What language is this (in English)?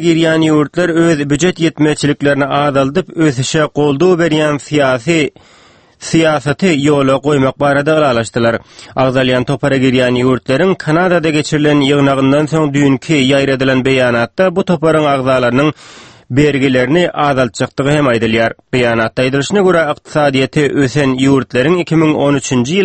Turkmen